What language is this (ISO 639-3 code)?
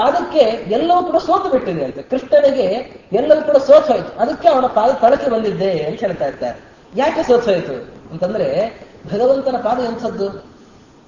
kan